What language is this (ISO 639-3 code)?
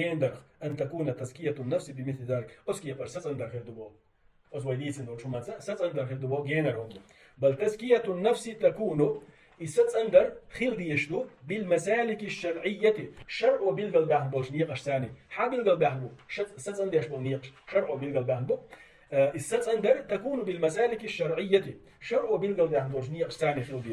che